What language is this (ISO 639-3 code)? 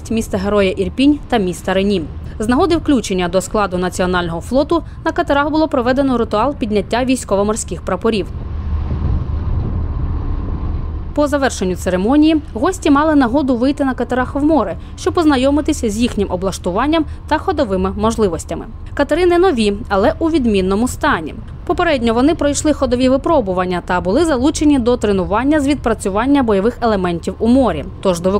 ukr